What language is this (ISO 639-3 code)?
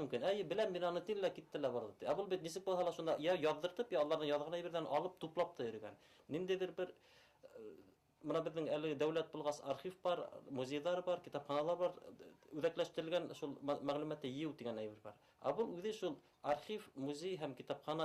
bak